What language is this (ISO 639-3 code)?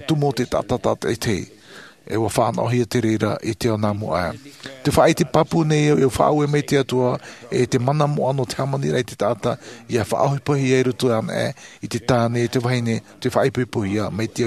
tah